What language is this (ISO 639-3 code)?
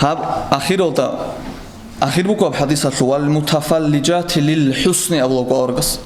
ava